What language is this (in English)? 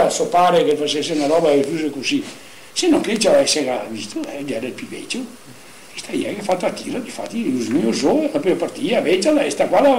Venetian